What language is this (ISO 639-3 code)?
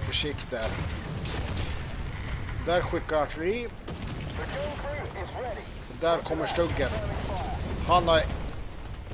swe